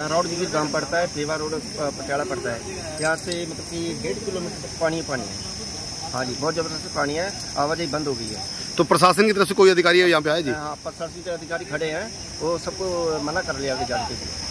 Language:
Hindi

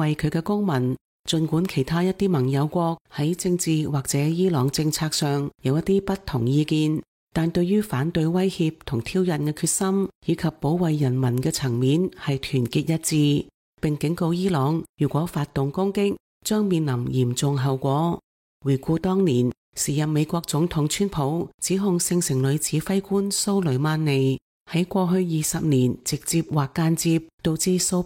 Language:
Cantonese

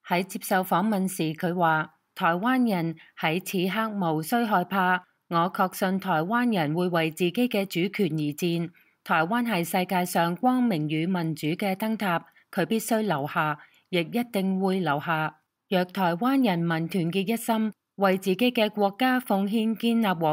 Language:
Cantonese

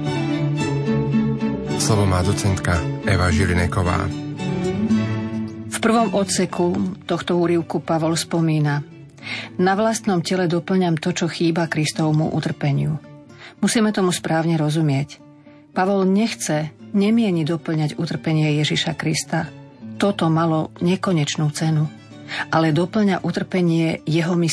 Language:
Slovak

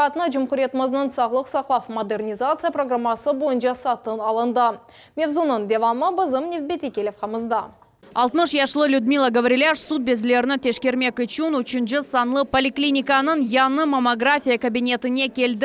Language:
Crimean Tatar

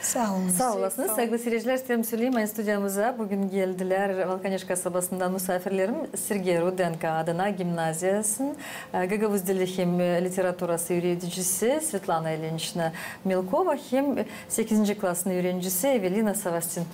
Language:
Gagauz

